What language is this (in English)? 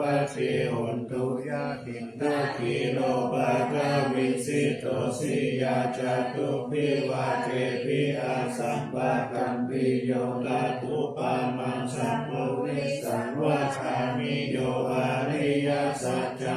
Pali